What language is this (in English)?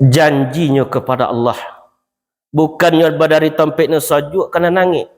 Minangkabau